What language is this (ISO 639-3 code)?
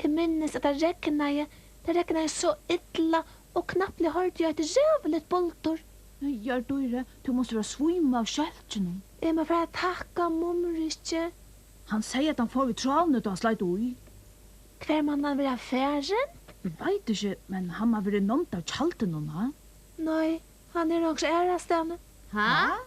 fao